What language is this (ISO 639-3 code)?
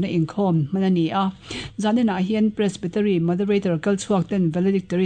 lus